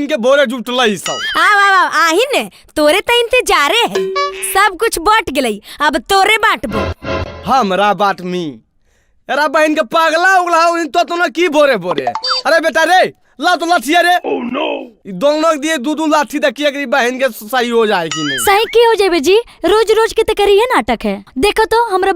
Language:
Magahi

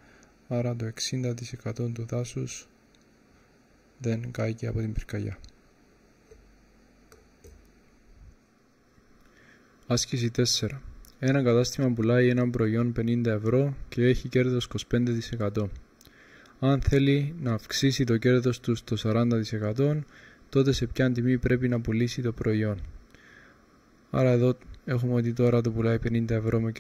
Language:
Greek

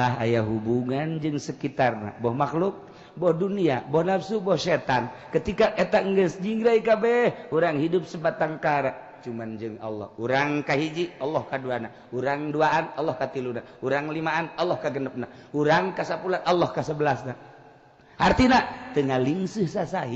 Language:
Sundanese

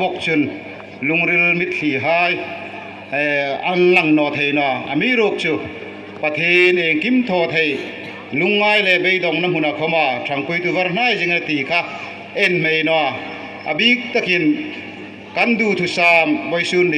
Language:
Hmar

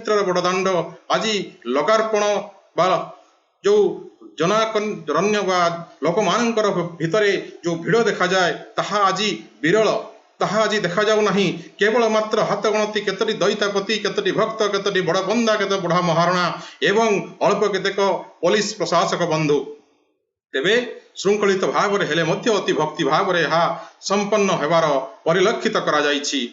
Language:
Odia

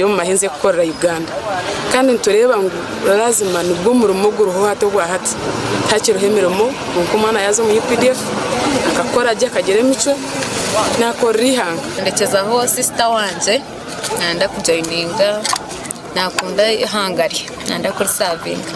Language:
Nyankole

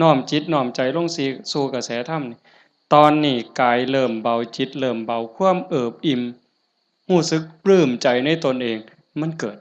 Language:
Lao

